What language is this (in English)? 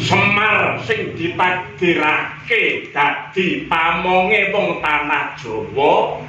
Javanese